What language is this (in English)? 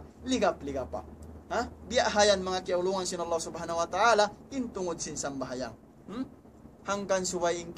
Tausug